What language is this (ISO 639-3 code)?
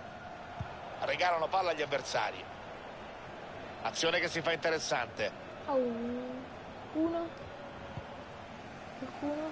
ita